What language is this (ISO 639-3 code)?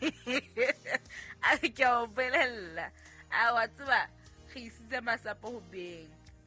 sot